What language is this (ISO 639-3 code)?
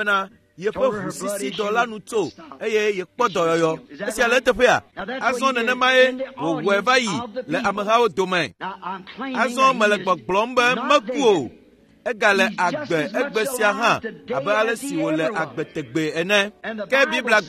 ewe